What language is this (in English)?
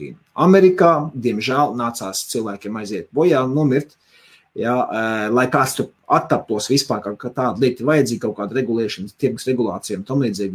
Latvian